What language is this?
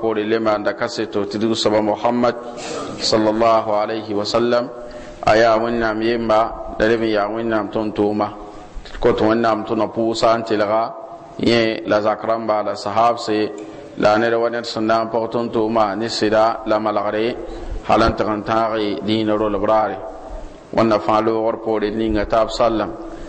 Mossi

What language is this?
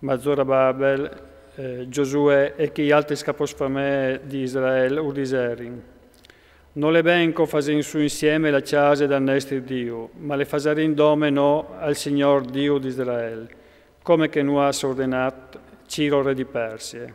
Friulian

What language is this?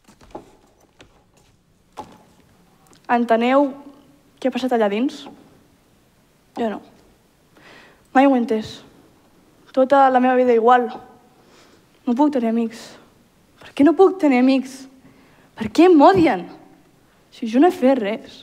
Catalan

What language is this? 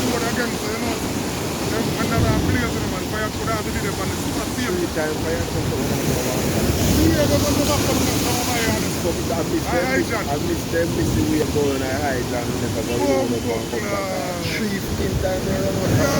Jamaican Creole English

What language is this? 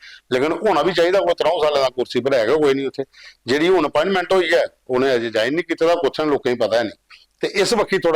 Dogri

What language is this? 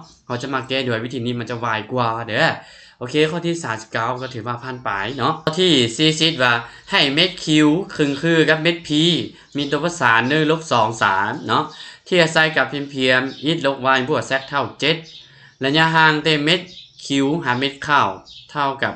Lao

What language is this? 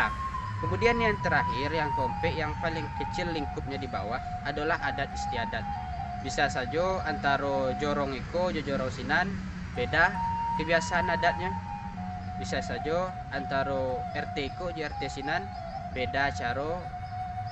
Minangkabau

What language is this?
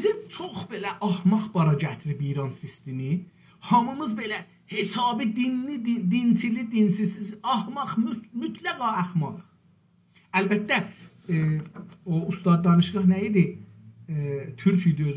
South Azerbaijani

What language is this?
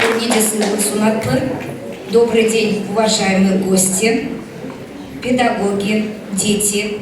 Chuvash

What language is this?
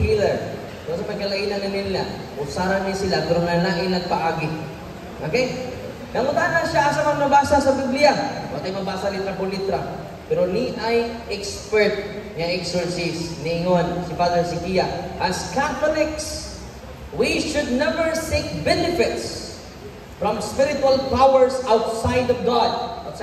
Cebuano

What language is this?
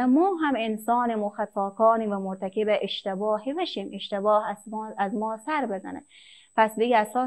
Persian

